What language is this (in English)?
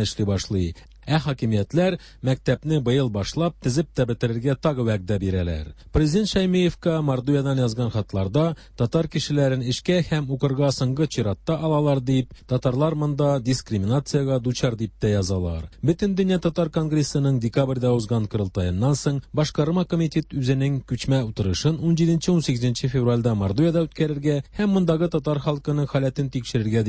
Tatar